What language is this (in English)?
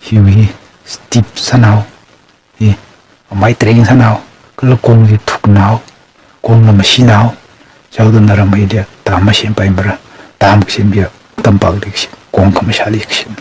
Tangkhul Naga (India)